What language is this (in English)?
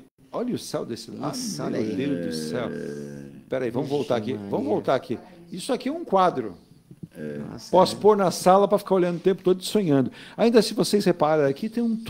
Portuguese